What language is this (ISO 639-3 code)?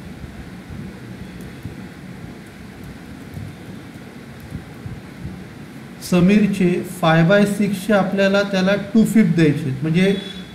mar